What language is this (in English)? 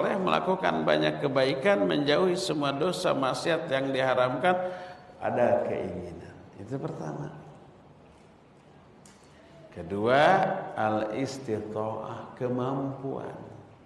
Indonesian